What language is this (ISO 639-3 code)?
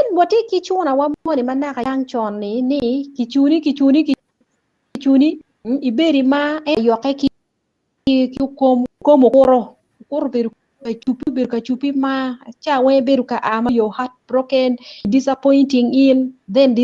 ach